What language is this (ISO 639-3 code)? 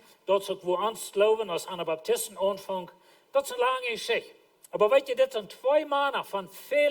pdt